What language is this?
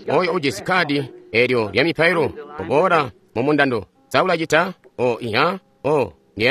Tonga (Zambia)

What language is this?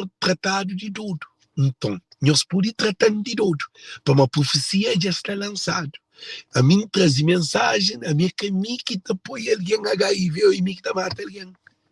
Kabuverdianu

